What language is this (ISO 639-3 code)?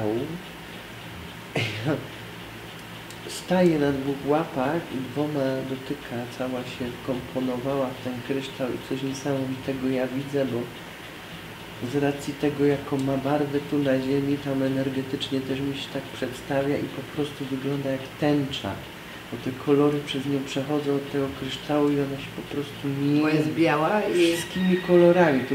pol